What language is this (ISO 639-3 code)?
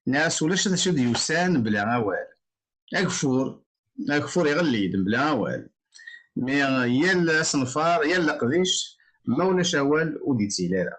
kab